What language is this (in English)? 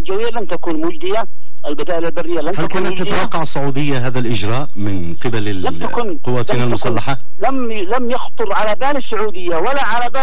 Arabic